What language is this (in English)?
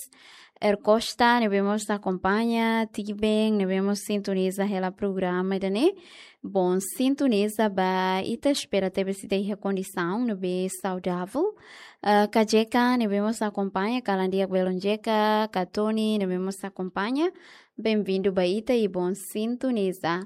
Tetum